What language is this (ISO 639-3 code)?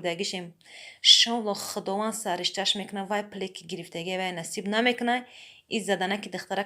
tgk